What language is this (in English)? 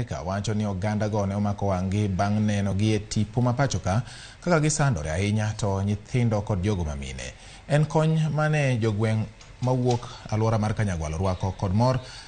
Luo (Kenya and Tanzania)